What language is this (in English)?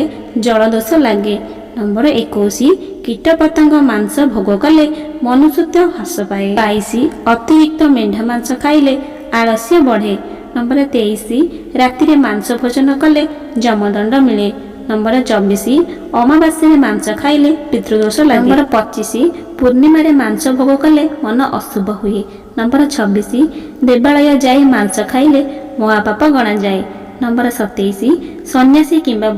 Odia